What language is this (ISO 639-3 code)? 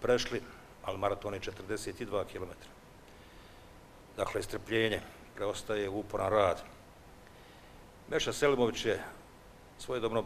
bos